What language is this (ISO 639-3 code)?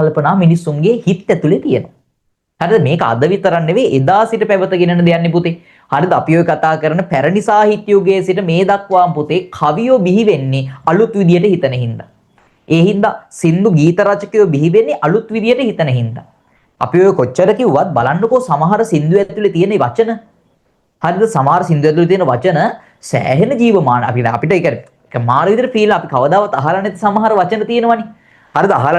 sin